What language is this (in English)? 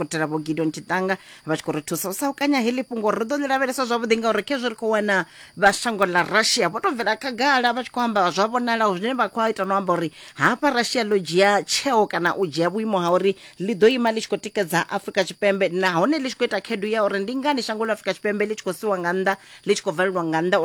Venda